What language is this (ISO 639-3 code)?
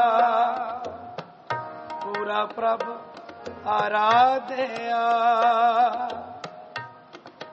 pan